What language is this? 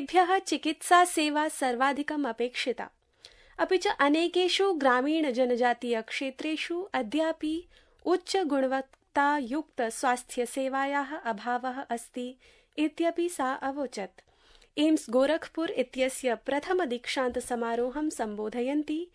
Sanskrit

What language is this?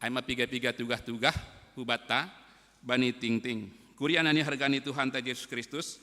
Batak Simalungun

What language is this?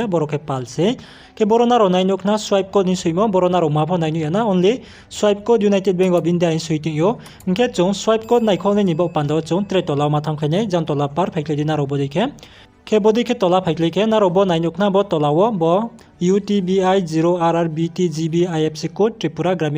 Riang (India)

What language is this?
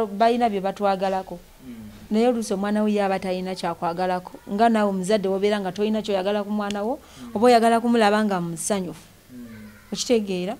Ganda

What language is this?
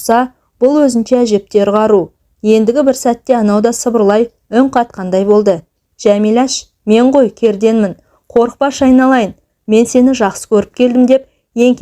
Kazakh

